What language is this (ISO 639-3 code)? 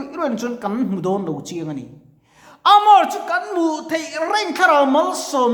lus